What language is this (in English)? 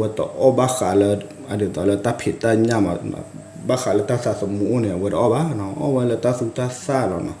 S'gaw Karen